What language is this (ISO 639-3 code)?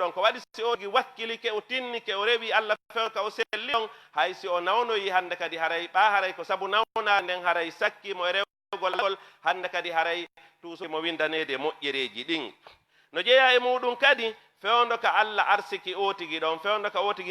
ful